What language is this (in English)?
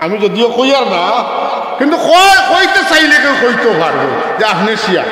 Sylheti